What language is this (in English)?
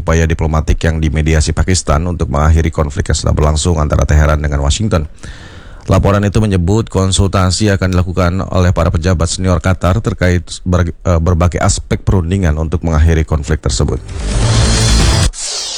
Indonesian